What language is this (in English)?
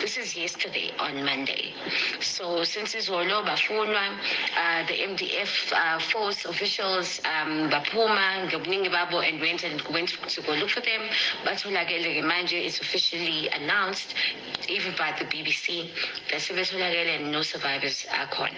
Nyanja